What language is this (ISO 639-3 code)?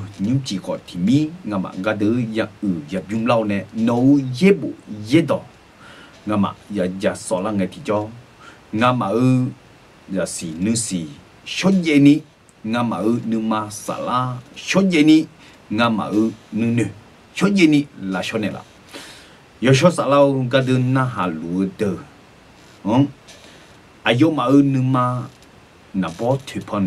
ahk